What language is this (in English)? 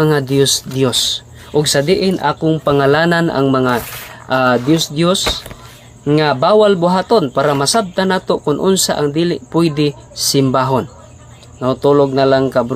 Cebuano